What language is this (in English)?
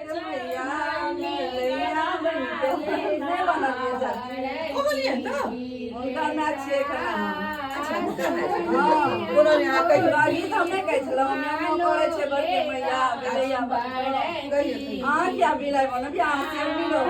Maithili